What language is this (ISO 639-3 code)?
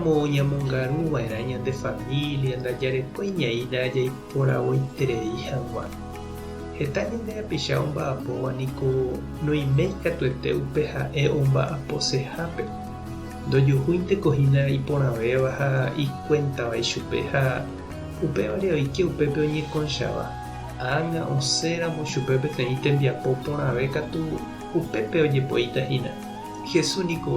grn